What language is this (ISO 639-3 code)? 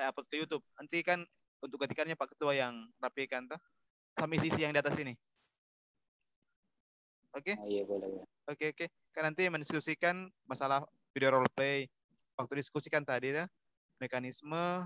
ind